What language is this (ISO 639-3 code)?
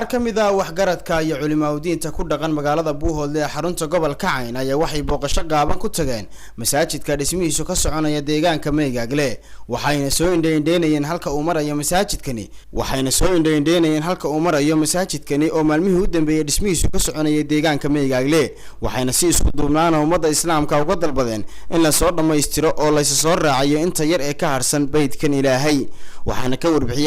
som